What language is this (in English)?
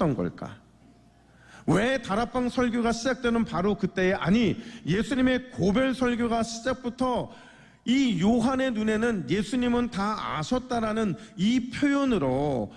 Korean